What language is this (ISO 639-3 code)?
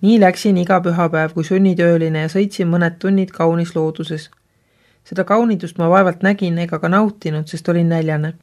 est